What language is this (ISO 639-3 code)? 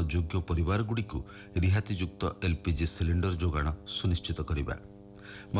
ori